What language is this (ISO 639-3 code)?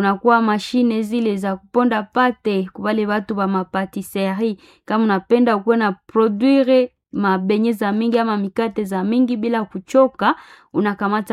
swa